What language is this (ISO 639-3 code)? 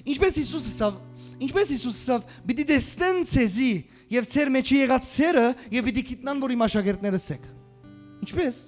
hyw